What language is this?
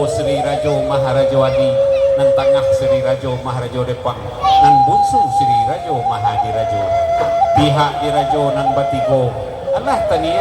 Minangkabau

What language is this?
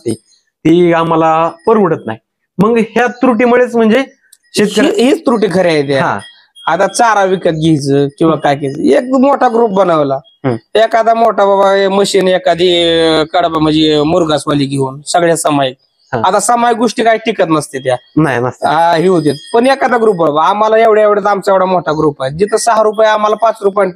Marathi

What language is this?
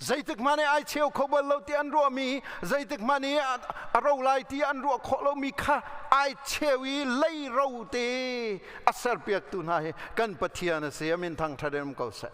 Hakha Chin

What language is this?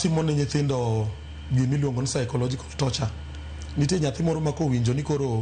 Luo (Kenya and Tanzania)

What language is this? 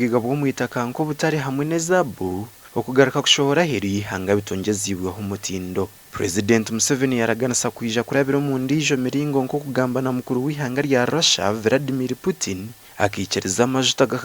Nyankole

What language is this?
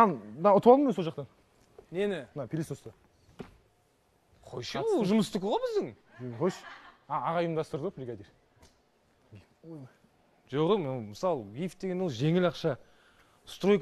Kazakh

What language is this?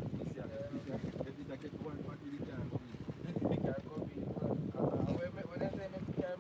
Jamaican Creole English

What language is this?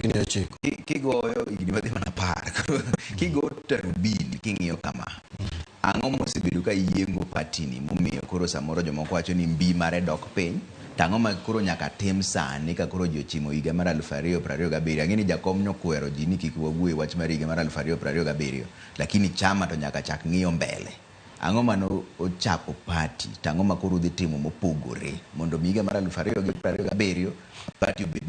Luo (Kenya and Tanzania)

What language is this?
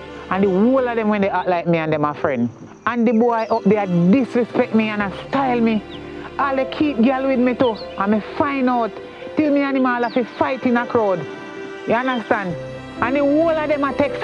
Jamaican Creole English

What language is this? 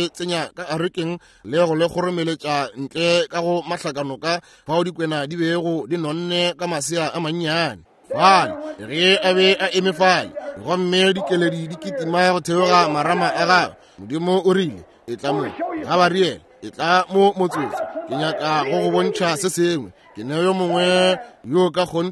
Northern Sotho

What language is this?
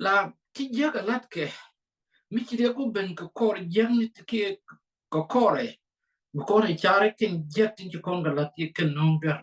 Nuer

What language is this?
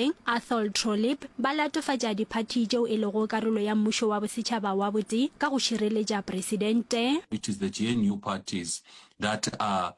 Northern Sotho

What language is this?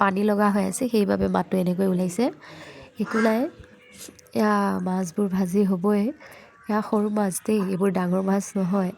Assamese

